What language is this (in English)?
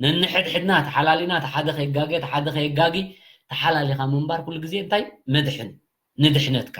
Tigrinya